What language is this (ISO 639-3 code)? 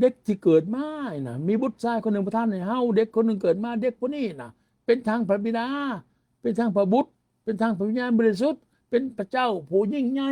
lao